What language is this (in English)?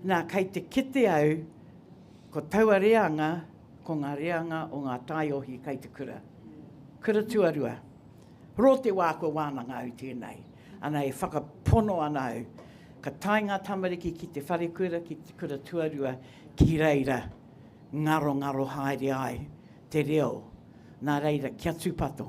Māori